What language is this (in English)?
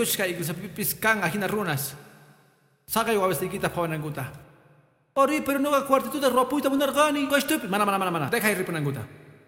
Quechua